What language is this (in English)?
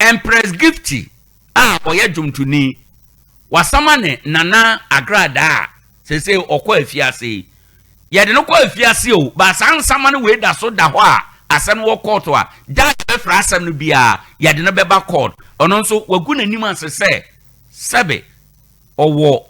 Akan